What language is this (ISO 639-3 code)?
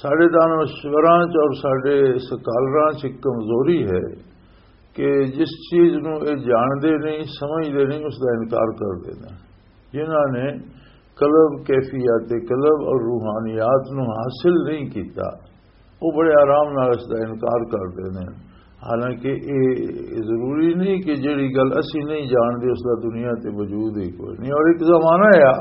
lah